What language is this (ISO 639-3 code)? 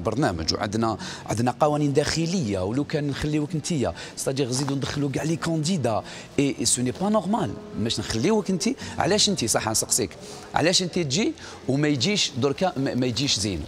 arq